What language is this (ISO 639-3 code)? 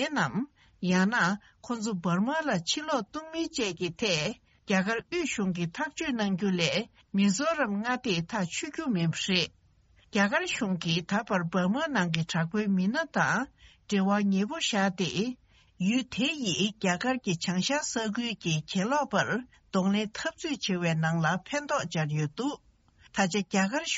bod